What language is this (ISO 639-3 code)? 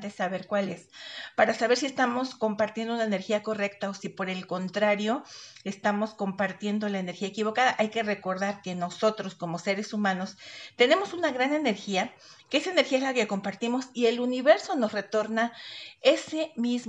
spa